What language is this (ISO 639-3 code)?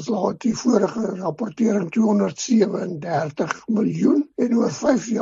afr